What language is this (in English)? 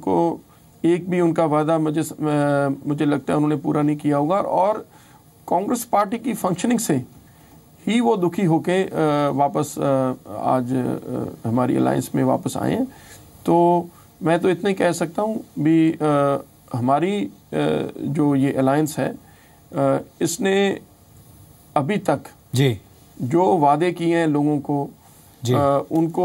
Hindi